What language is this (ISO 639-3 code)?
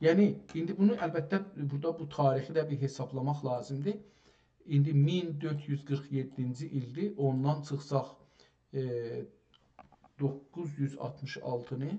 azb